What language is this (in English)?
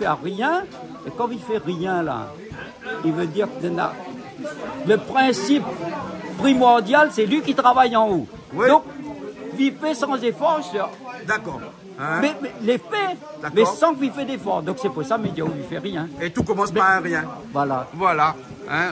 Réunion Creole French